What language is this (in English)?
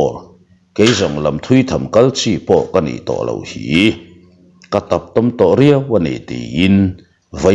Mizo